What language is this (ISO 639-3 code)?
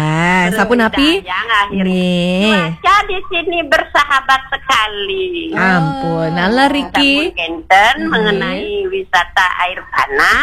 ban